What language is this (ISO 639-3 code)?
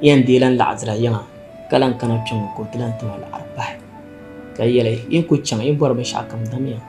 dag